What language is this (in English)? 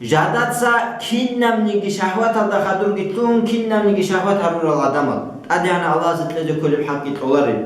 Avaric